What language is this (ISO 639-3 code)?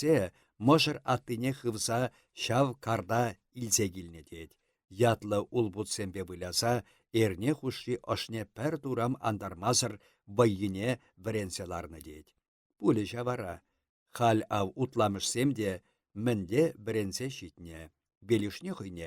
chv